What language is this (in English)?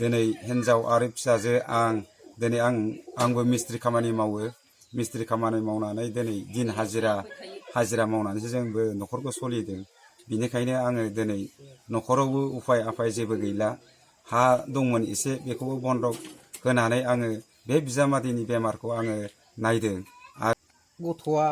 Bodo